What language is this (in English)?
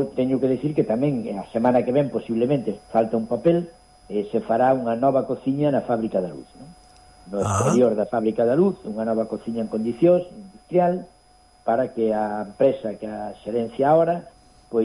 Galician